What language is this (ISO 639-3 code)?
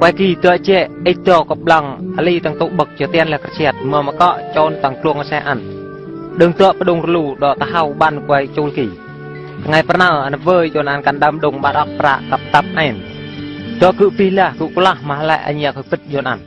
bru